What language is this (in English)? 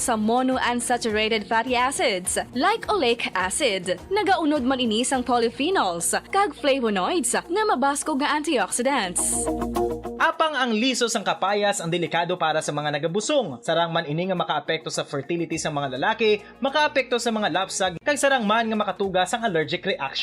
Hiligaynon